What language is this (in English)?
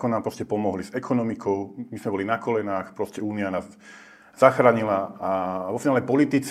Slovak